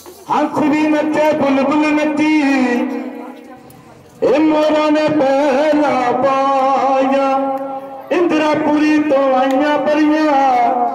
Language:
Punjabi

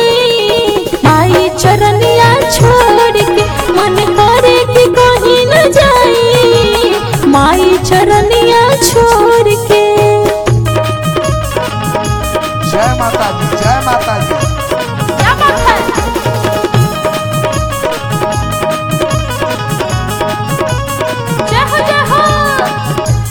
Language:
Bhojpuri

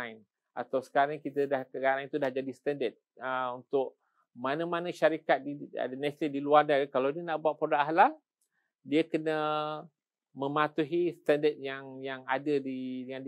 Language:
Malay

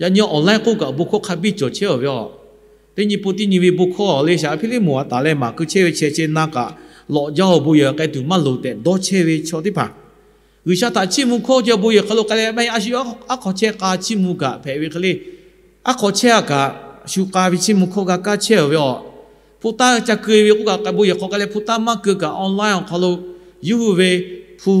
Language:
Lahu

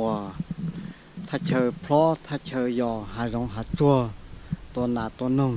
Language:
Hmong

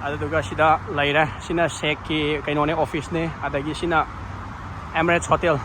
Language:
Manipuri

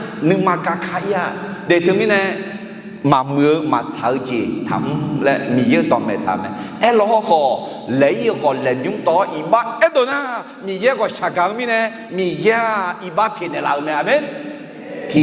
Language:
Akha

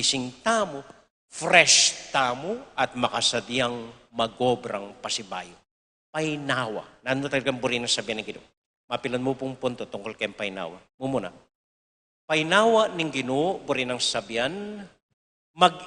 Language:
Pampanga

